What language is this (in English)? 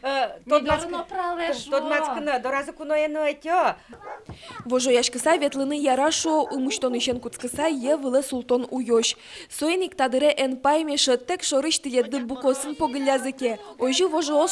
Udmurt